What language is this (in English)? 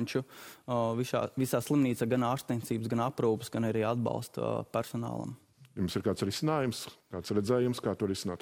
Latvian